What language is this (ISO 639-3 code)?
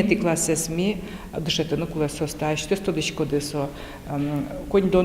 udm